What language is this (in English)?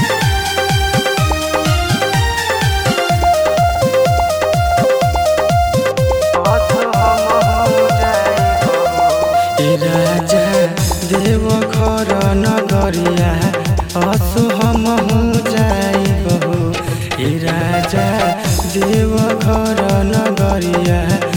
Bhojpuri